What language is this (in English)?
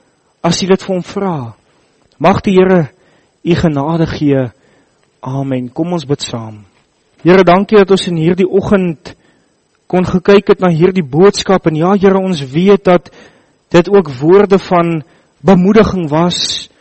Afrikaans